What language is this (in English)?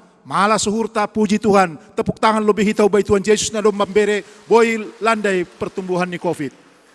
Batak Simalungun